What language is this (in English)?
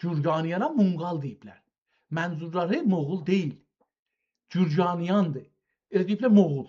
South Azerbaijani